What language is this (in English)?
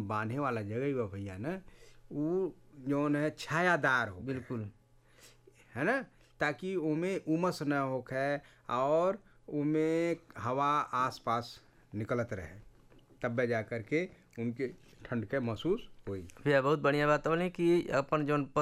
Bhojpuri